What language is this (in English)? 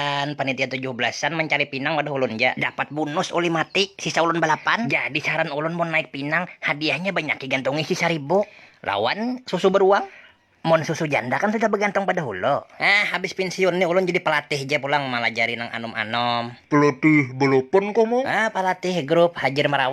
Banjar